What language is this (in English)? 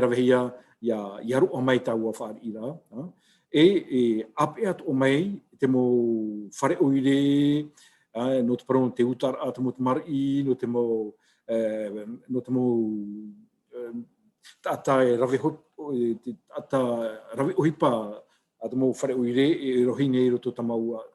Tahitian